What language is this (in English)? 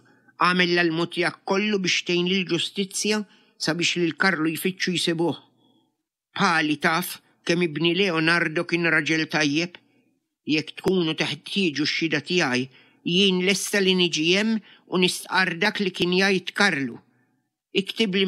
Maltese